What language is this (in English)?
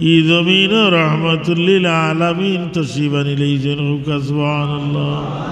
Sylheti